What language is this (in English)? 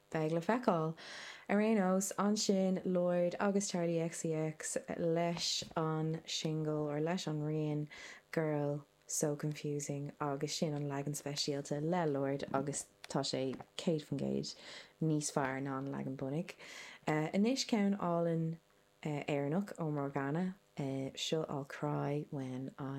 Irish